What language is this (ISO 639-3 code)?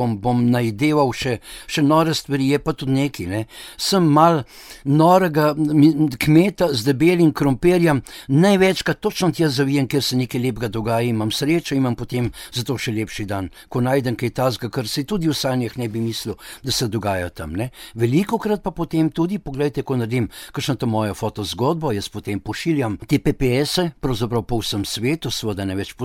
slv